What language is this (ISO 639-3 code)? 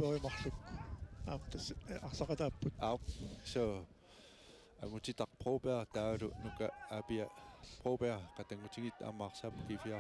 kal